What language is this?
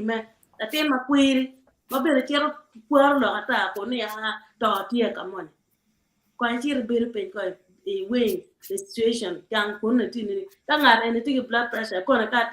Acoli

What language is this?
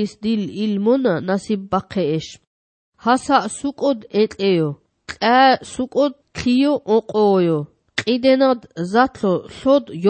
Georgian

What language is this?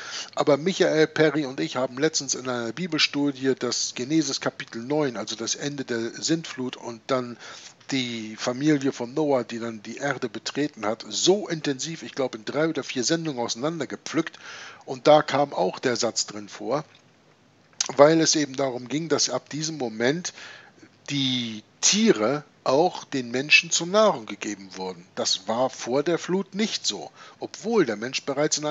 German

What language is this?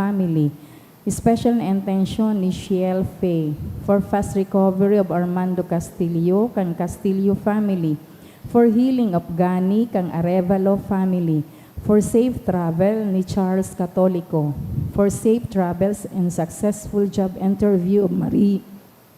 Bikol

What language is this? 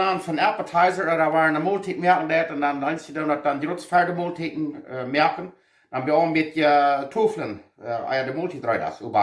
Plautdietsch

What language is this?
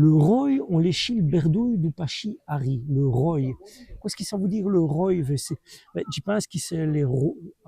Walloon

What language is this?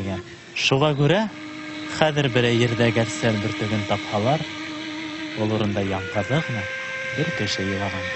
Bashkir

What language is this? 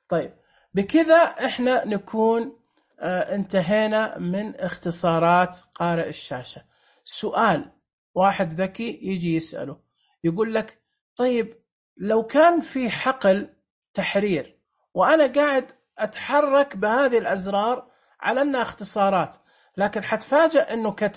Najdi Arabic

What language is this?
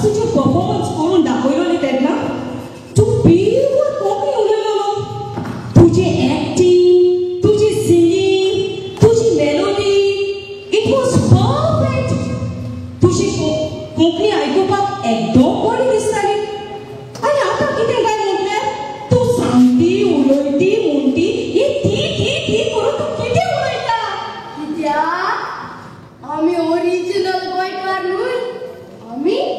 Konkani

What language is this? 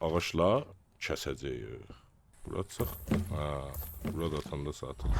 South Azerbaijani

